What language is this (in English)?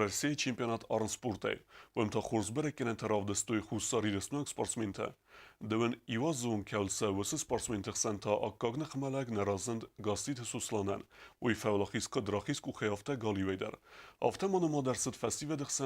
Ossetic